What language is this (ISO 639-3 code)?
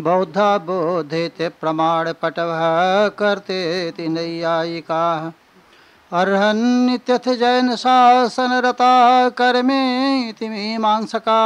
san